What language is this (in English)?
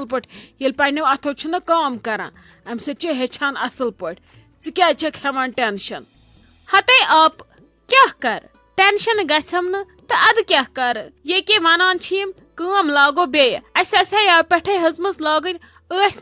Kashmiri